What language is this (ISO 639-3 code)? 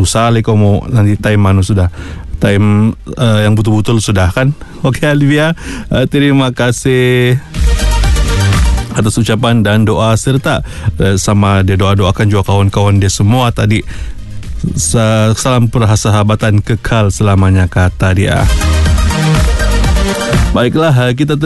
msa